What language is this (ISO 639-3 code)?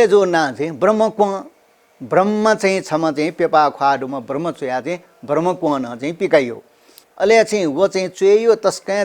new